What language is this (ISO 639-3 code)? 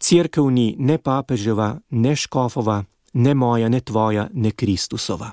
slv